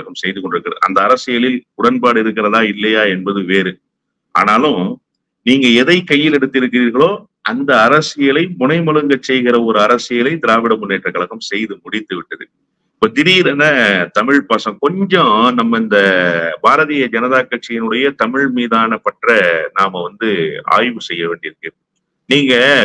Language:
Tamil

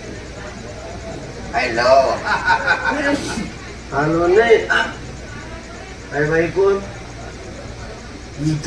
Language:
Marathi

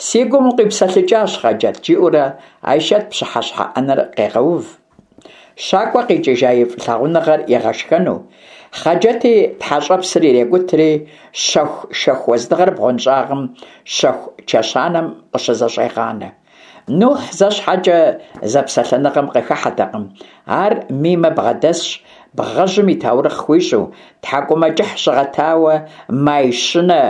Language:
Kabardian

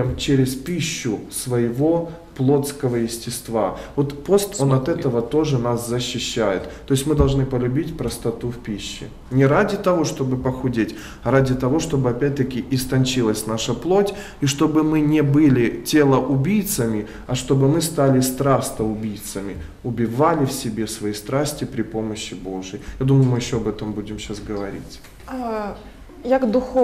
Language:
Russian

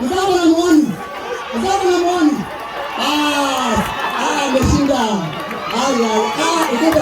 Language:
Masai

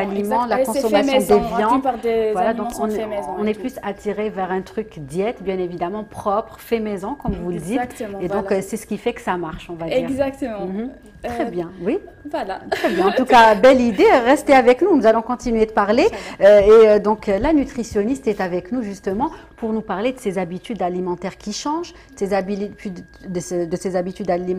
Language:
French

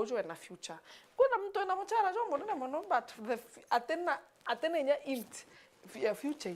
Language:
Meru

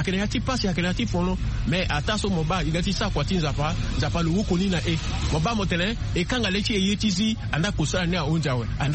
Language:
Sango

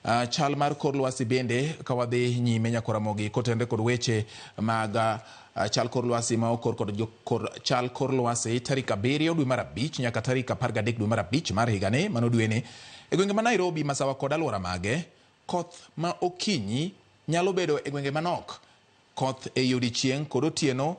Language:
Luo (Kenya and Tanzania)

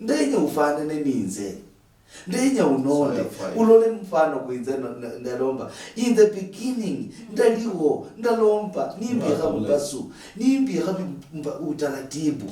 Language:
Luyia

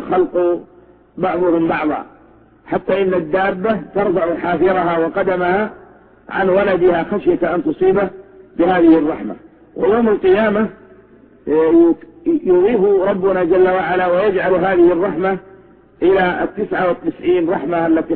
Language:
Arabic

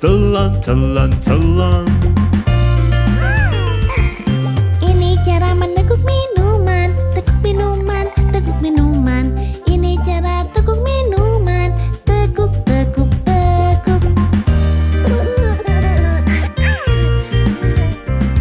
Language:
Indonesian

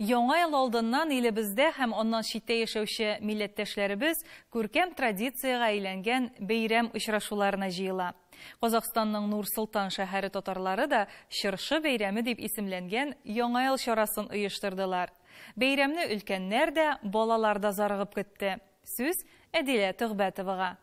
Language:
Tatar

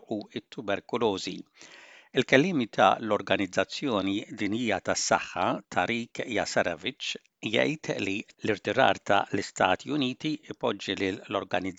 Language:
Maltese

